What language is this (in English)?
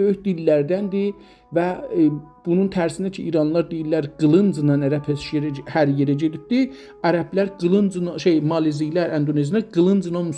South Azerbaijani